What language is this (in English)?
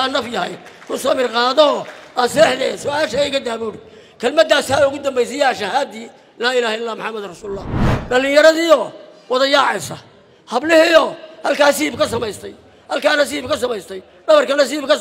Somali